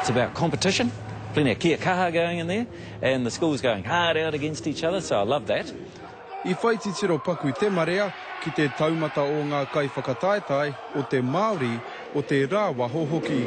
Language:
Māori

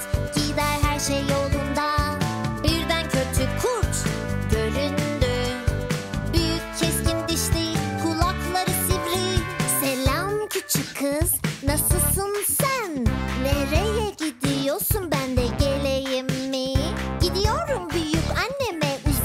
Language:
Turkish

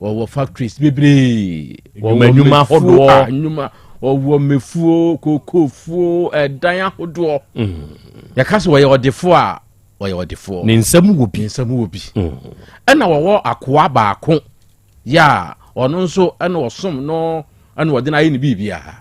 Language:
Akan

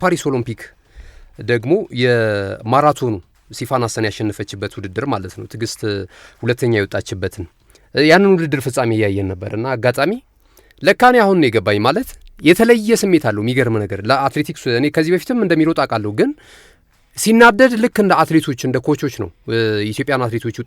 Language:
Amharic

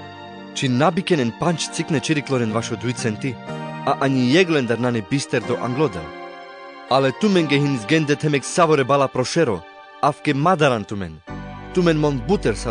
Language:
Carpathian Romani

